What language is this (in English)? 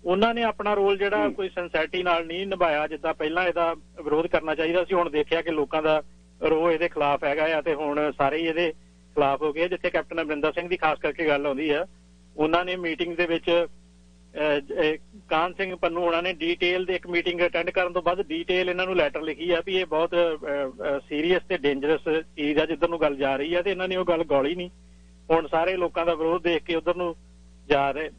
Punjabi